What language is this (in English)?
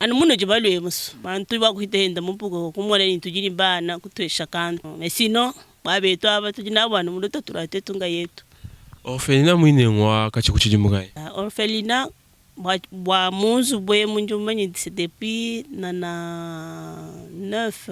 Luba-Lulua